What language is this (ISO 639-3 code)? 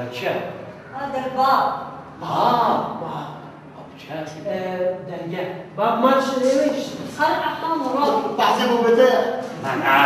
kur